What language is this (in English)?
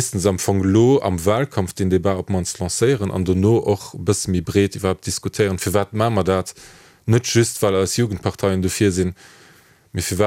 Luxembourgish